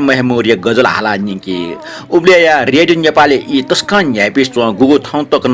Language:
Newari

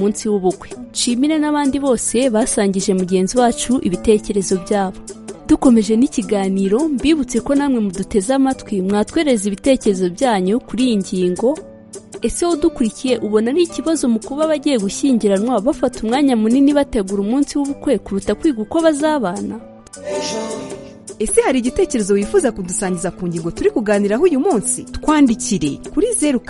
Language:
Kinyarwanda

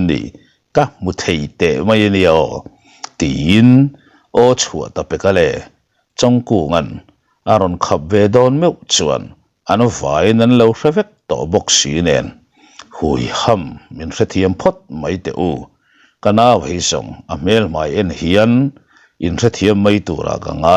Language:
Mizo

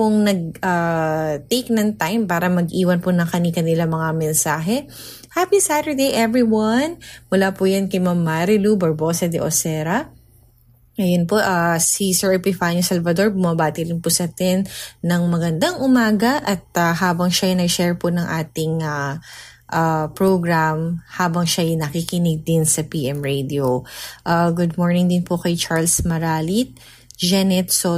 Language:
Filipino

